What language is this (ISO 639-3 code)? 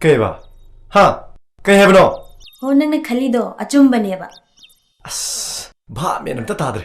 mni